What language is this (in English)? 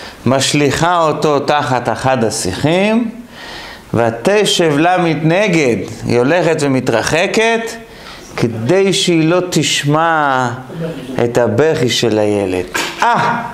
Hebrew